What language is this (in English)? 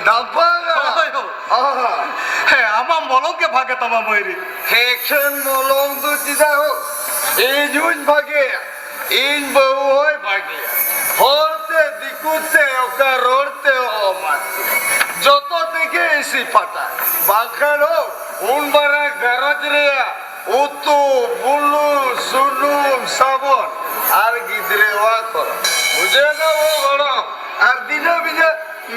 Santali